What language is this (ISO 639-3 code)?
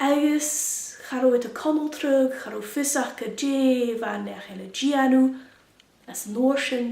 gla